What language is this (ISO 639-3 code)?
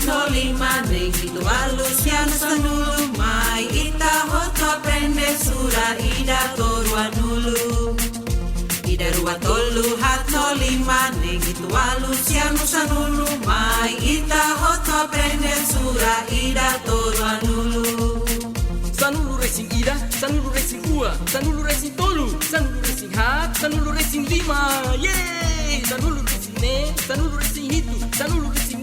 tet